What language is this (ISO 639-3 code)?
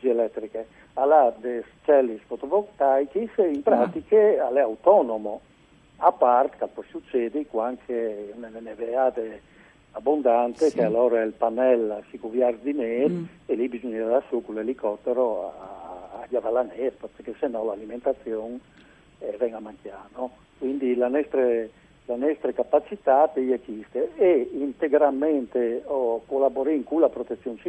fur